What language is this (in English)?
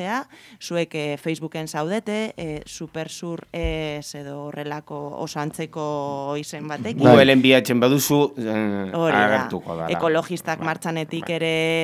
Basque